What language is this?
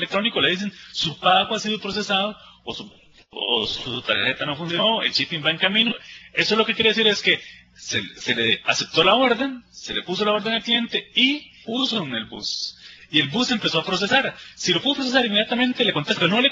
Spanish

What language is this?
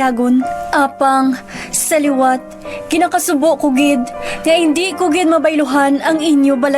Hiligaynon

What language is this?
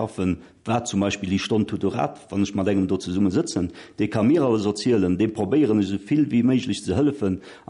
Luxembourgish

